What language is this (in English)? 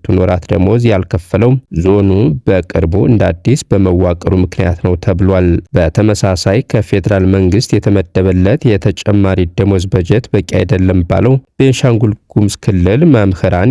Amharic